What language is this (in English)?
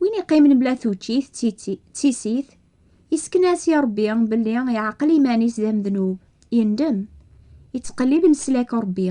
Kabyle